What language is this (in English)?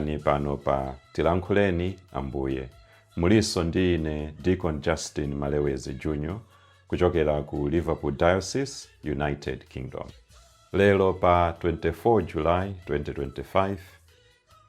Nyanja